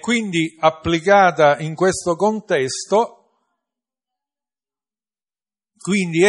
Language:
Italian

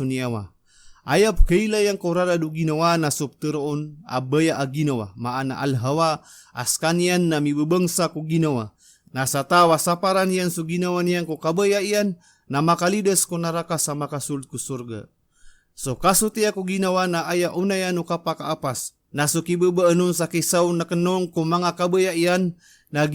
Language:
Maranao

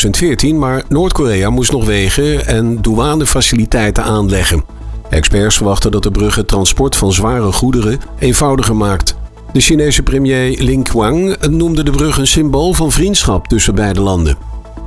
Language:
Dutch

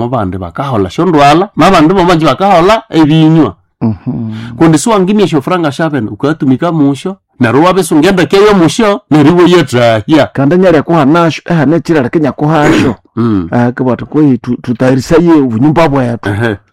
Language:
Nande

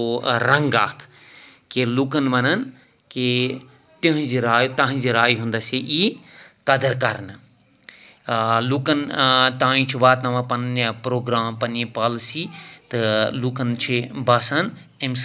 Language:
Kashmiri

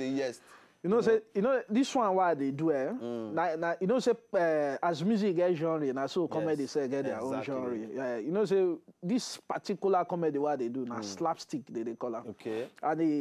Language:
Nigerian Pidgin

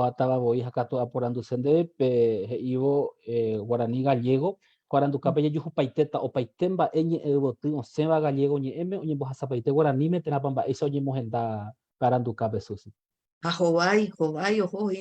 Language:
Guarani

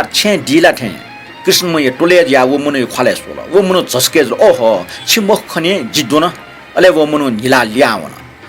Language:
Newari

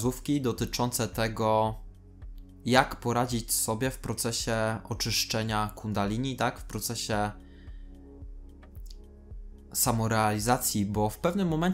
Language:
Polish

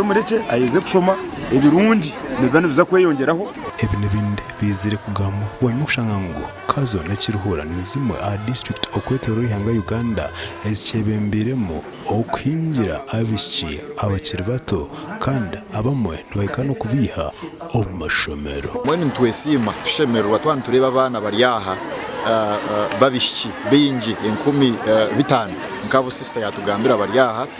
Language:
Nyankole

